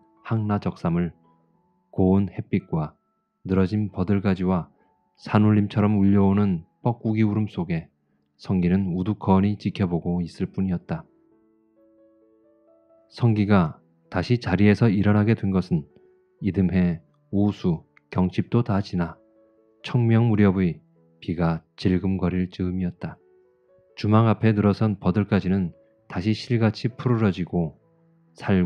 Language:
Korean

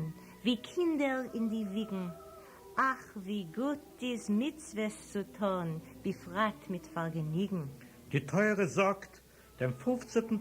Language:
Yiddish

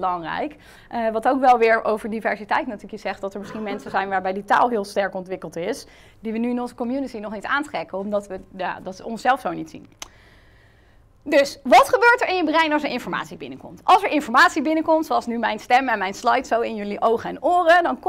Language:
Dutch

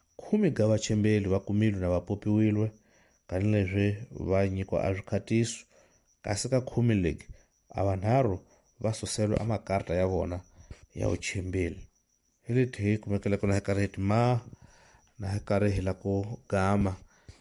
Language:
Tsonga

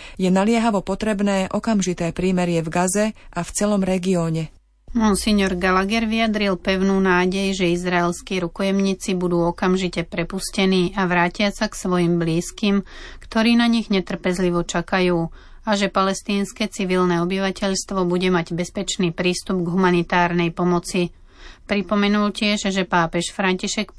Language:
Slovak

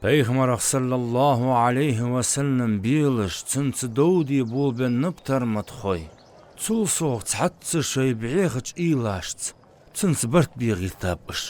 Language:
Ingush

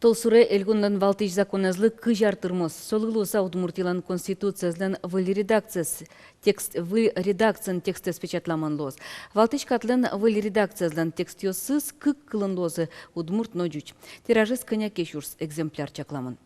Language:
Udmurt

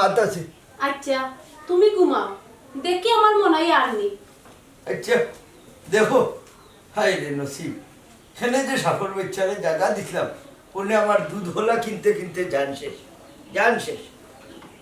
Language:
Sylheti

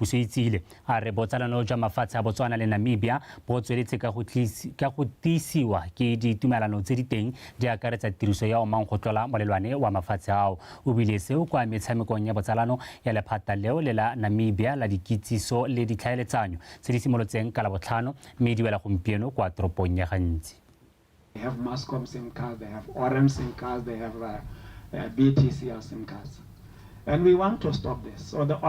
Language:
Tswana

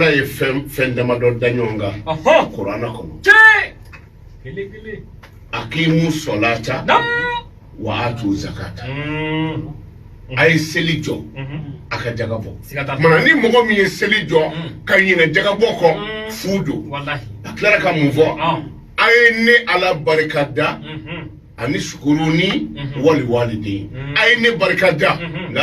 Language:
Bambara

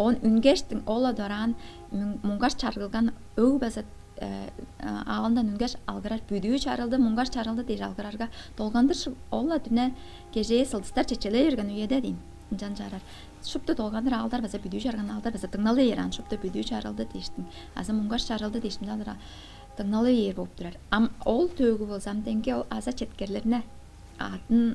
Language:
Tuvinian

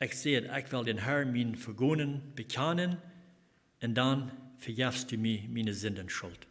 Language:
Plautdietsch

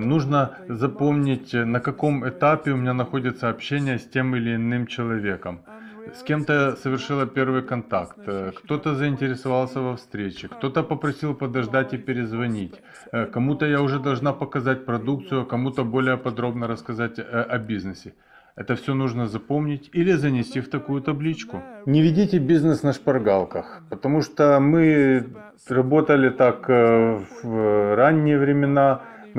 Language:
Russian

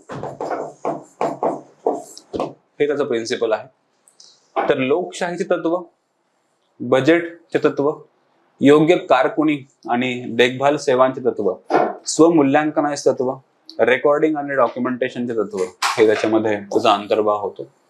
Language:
Marathi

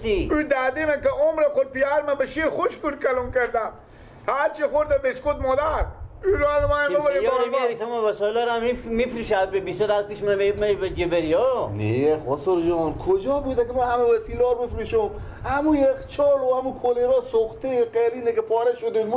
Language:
Persian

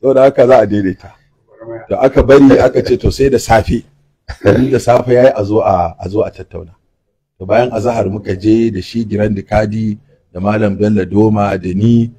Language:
Hausa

